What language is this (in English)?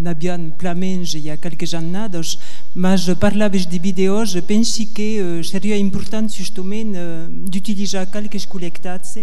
Occitan